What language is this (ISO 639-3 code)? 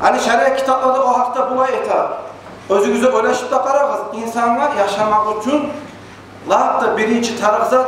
kum